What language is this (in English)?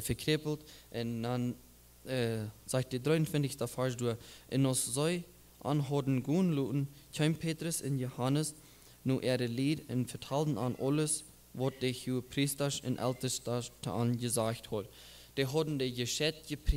Plautdietsch